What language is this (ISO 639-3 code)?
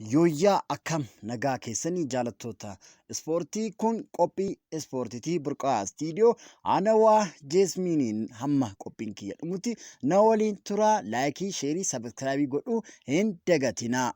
orm